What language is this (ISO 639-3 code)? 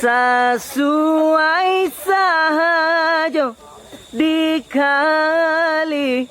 min